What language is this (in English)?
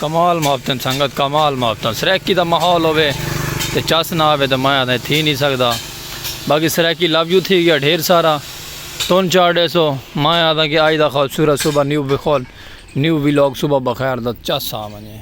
Saraiki